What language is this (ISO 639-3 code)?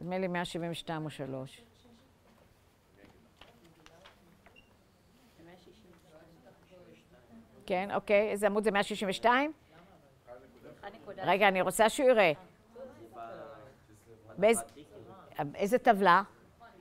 heb